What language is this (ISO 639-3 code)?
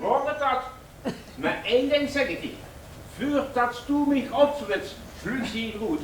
lim